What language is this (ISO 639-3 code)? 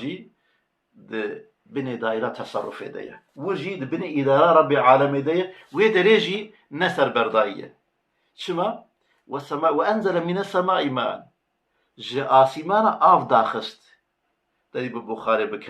kur